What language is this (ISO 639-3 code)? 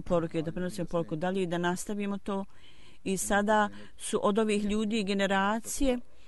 bos